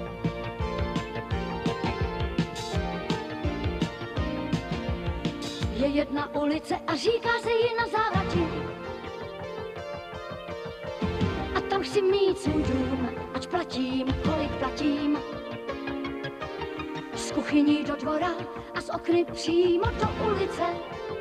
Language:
Czech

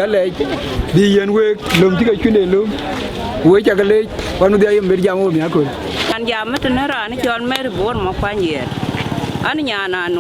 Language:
Dinka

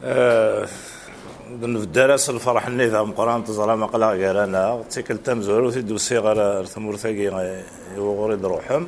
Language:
Kabyle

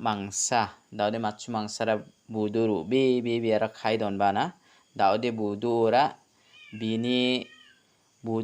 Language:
Garo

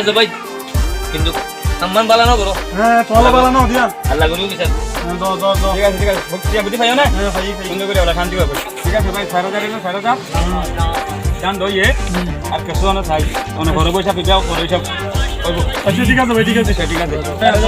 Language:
Rohingya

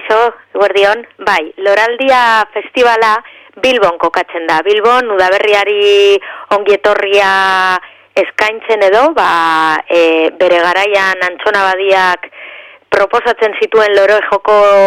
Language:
Basque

